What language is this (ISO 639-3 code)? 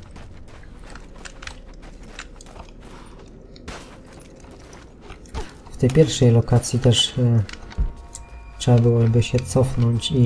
pol